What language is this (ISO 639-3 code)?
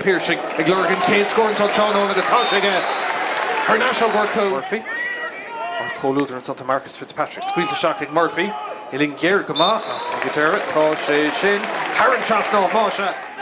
gle